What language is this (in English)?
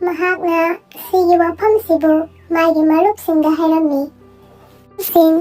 Manipuri